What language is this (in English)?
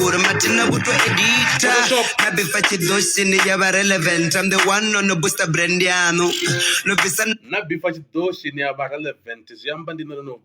Venda